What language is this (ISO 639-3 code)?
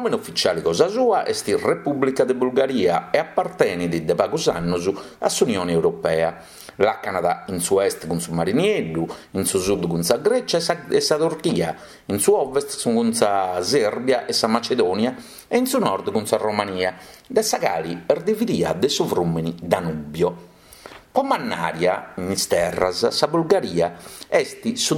srd